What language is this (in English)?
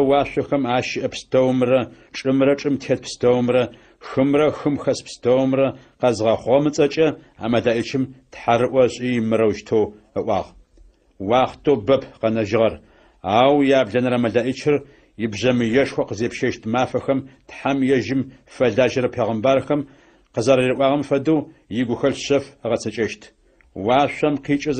Adyghe